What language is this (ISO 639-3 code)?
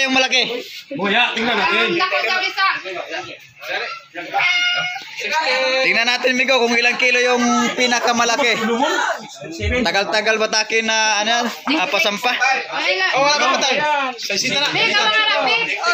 fil